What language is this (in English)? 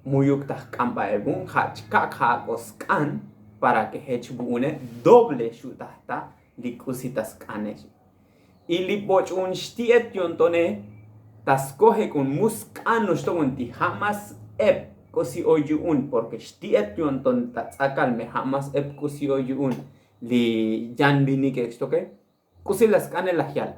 Tzotzil